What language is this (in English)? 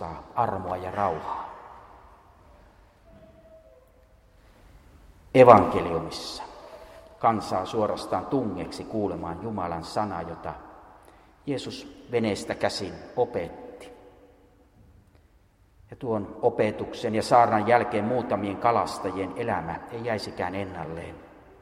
Finnish